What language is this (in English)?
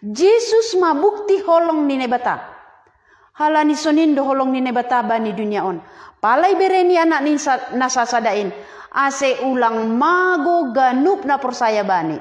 Batak Simalungun